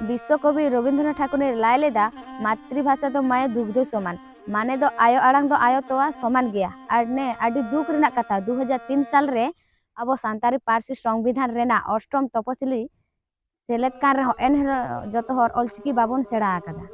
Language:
Santali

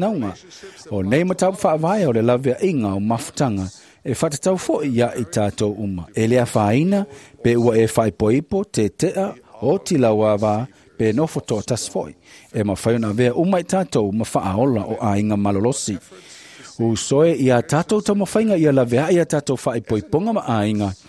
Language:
Samoan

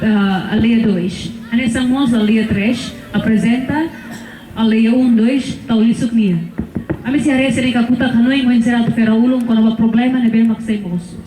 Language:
Tetum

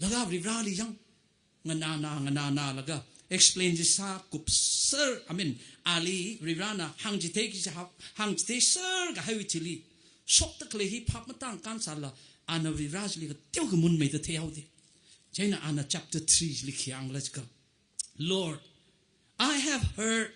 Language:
Tangkhul Naga (India)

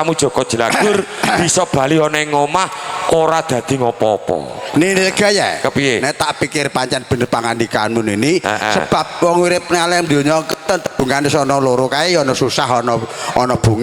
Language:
Javanese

